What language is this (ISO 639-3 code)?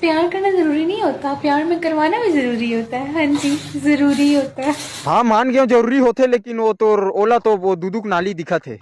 hne